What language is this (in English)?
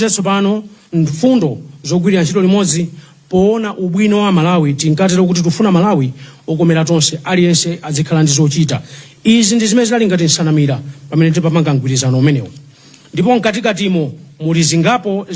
Nyanja